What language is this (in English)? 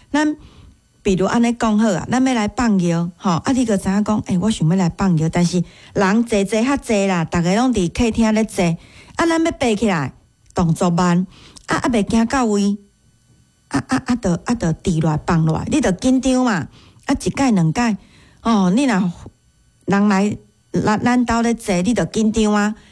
Min Nan Chinese